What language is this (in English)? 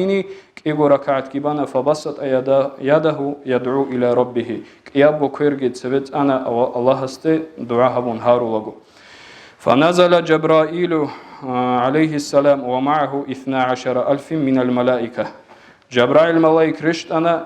Avaric